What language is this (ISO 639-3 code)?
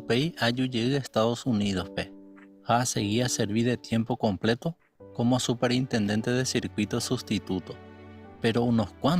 grn